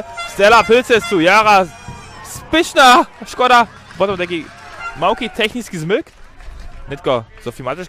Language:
Upper Sorbian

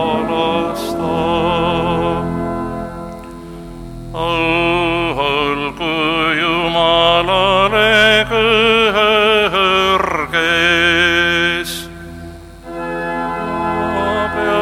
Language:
Estonian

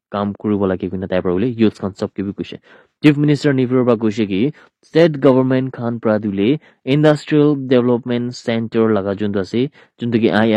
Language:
Naga Pidgin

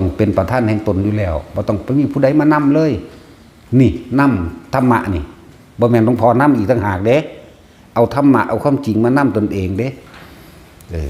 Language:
Northeastern Thai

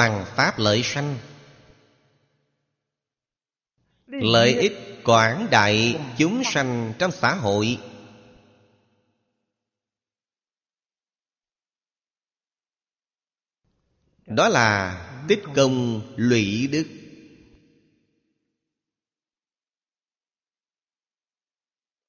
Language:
Vietnamese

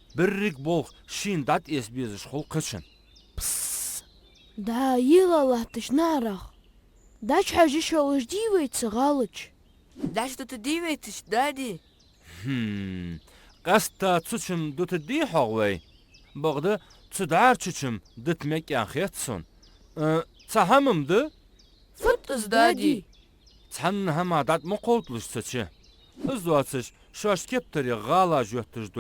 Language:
Ingush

